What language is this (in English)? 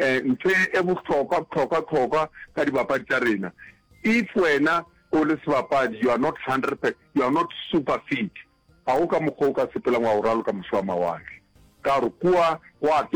Northern Sotho